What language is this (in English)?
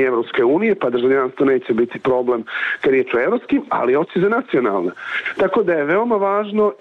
Bosnian